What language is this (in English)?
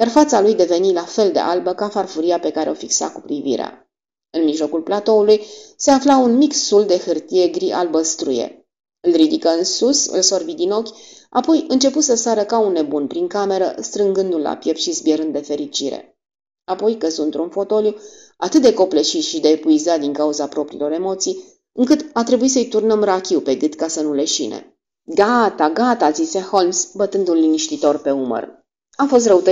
Romanian